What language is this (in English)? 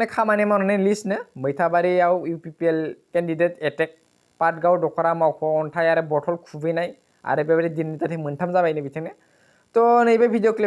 Bodo